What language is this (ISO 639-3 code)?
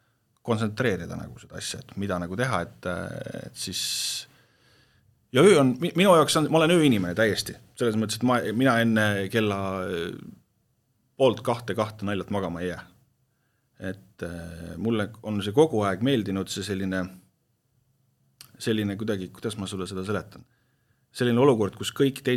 est